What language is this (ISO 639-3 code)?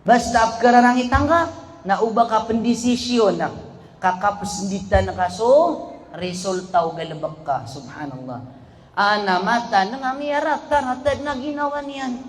mrw